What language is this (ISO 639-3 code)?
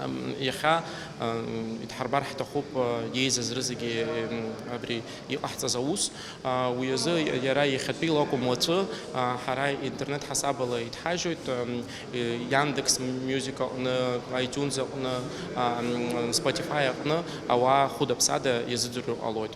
abk